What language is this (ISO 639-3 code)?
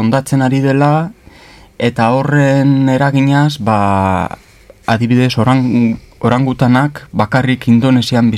eus